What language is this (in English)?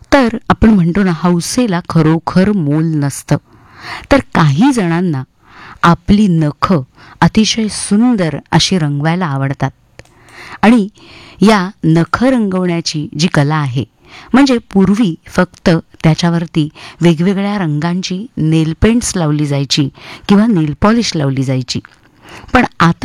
Marathi